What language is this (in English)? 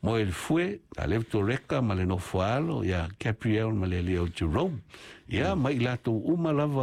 Samoan